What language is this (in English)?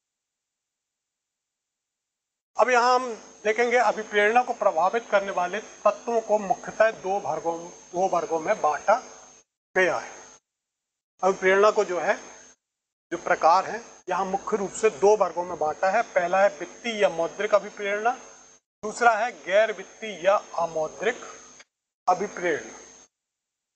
Hindi